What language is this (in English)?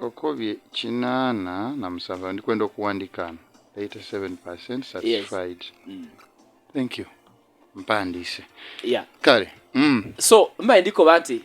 Ganda